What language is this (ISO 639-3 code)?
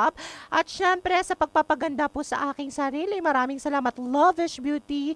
hil